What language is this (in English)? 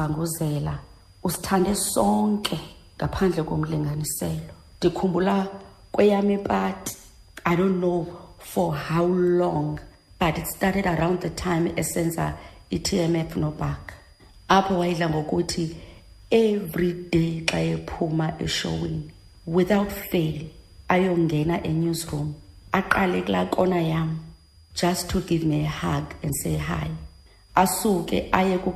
Xhosa